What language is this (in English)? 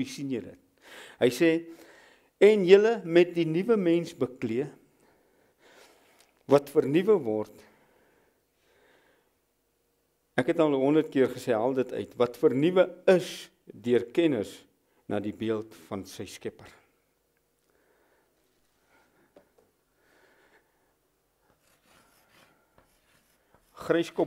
Afrikaans